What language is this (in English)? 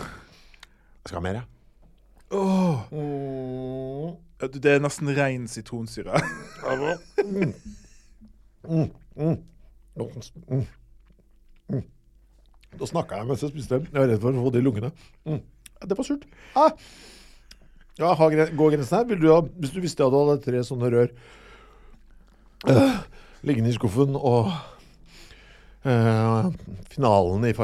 Norwegian